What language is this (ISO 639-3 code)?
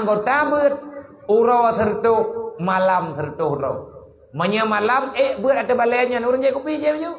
ace